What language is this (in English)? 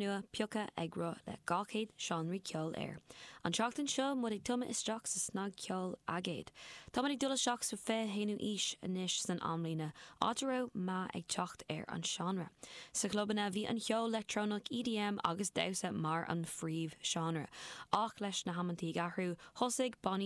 Irish